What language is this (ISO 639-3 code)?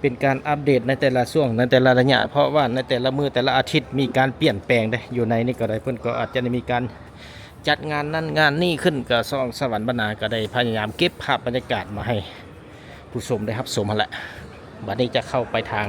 lao